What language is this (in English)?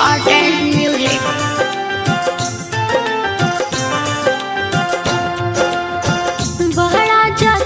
Bhojpuri